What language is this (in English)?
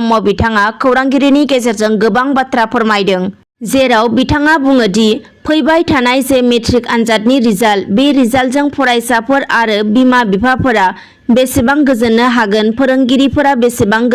Bodo